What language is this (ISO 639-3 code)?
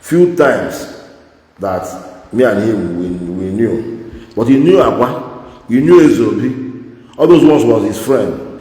ibo